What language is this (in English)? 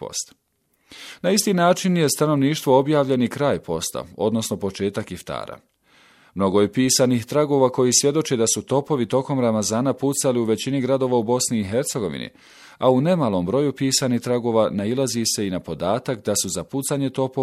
Bosnian